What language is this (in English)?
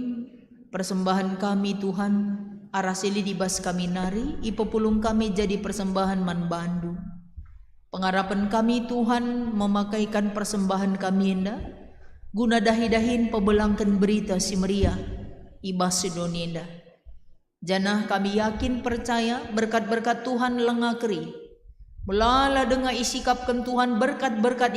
Batak Karo